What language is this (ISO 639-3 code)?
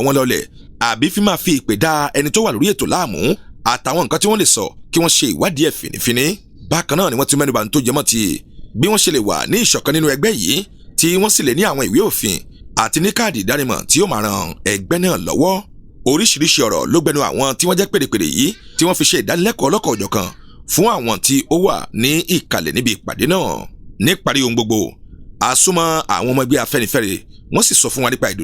yor